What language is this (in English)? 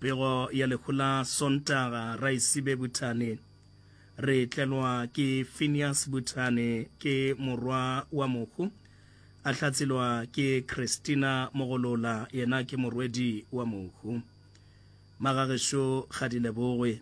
Northern Sotho